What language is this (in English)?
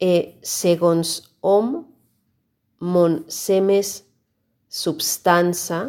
Catalan